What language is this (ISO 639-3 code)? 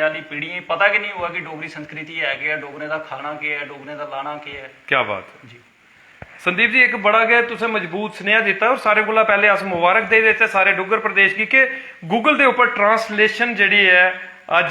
doi